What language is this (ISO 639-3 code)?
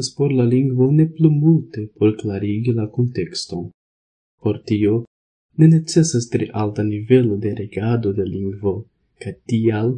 epo